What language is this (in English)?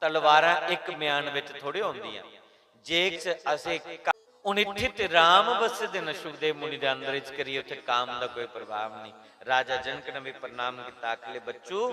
Dogri